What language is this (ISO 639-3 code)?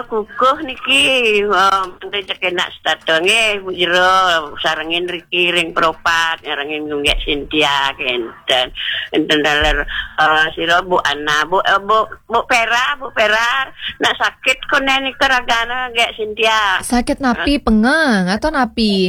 ban